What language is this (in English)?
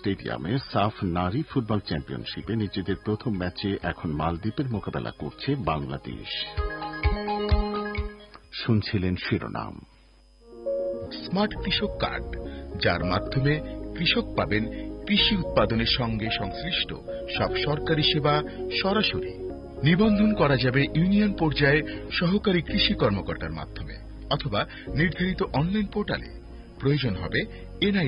Bangla